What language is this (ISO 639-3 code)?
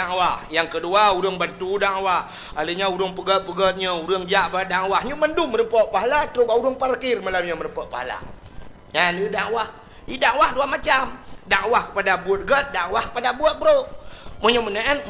ace